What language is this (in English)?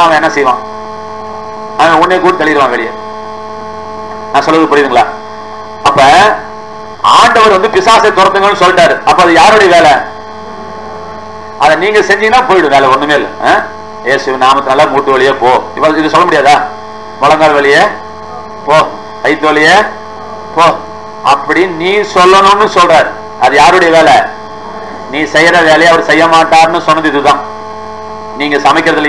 Tamil